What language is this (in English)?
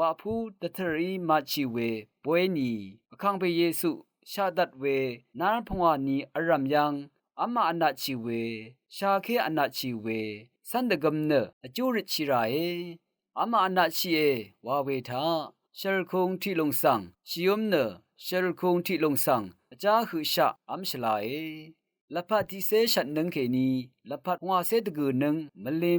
Rawang